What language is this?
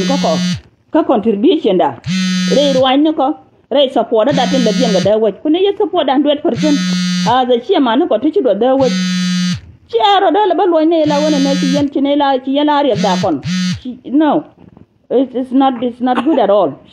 Nuer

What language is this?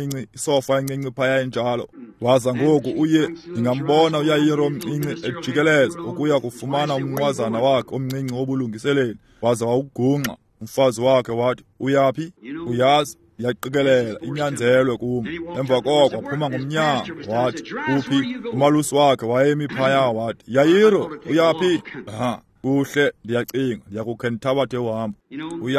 Xhosa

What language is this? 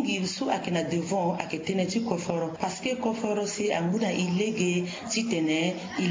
Sango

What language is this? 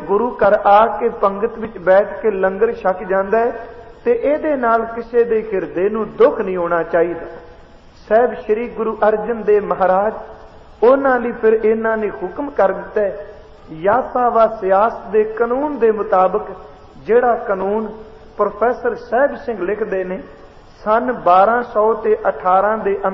Punjabi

